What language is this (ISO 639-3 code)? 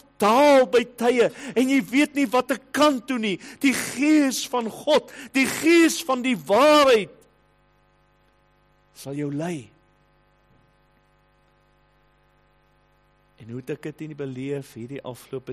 afr